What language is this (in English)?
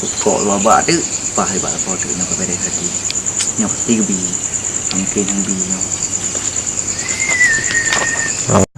Achinese